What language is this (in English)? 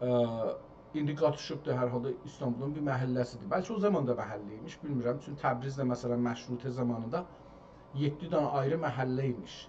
South Azerbaijani